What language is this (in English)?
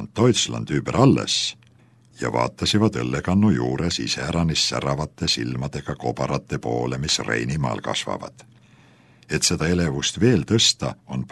Estonian